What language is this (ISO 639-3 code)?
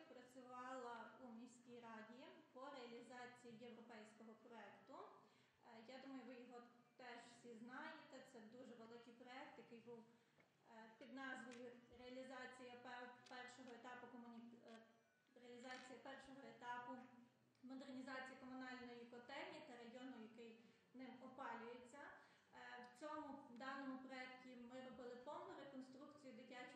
ukr